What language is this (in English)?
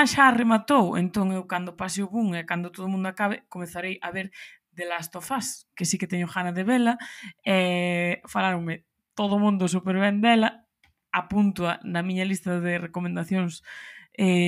Galician